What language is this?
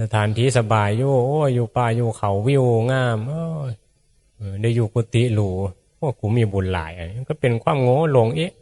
Northeastern Thai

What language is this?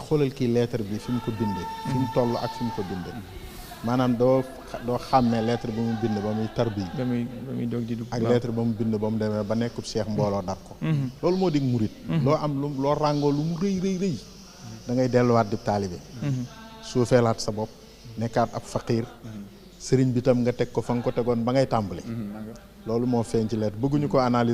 Wolof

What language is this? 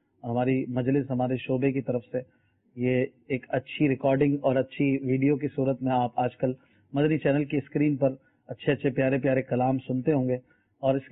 Urdu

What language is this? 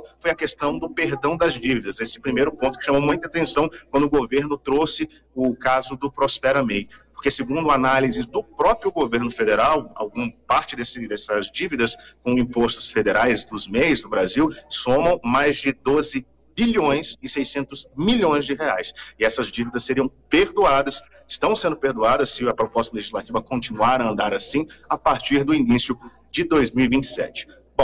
Portuguese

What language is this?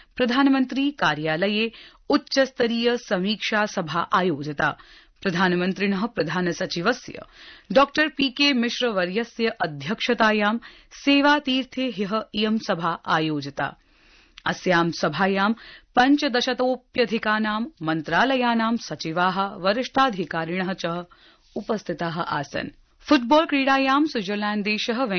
Sanskrit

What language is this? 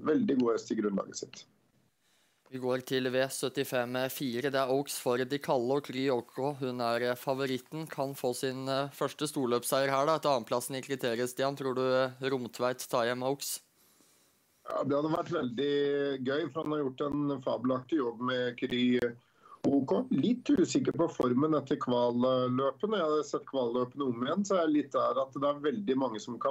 Norwegian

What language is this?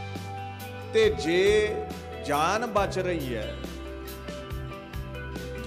Punjabi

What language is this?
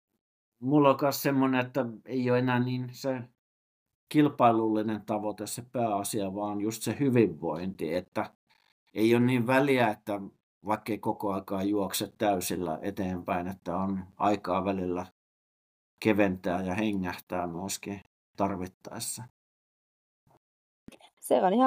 Finnish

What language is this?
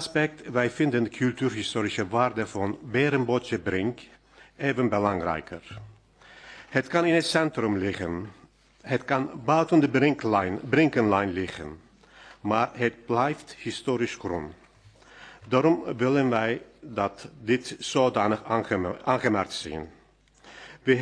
Dutch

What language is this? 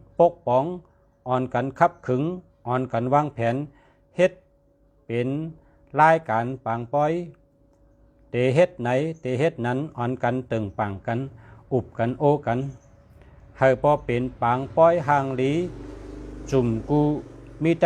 Shan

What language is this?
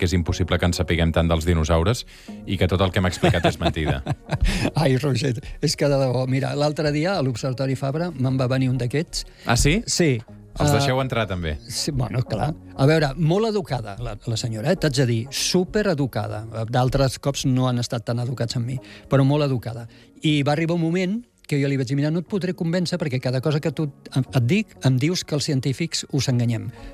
Catalan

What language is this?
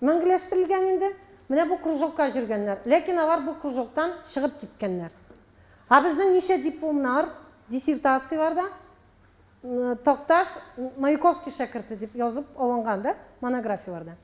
Tatar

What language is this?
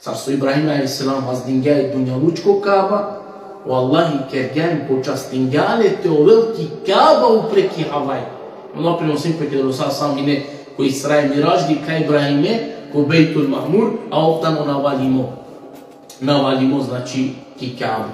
Balkan Romani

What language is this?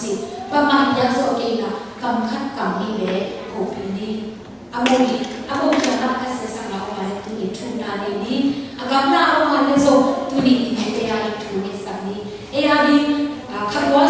Tedim Chin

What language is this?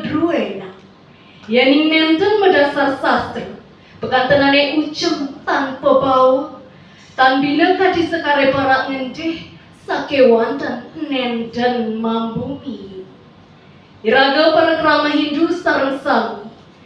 Balinese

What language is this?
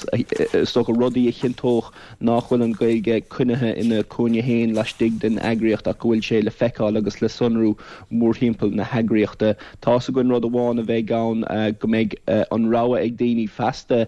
Irish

